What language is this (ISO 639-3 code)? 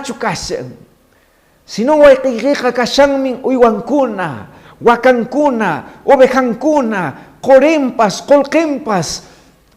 que